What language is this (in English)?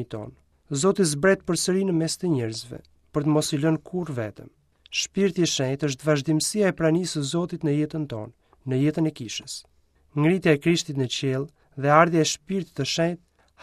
Albanian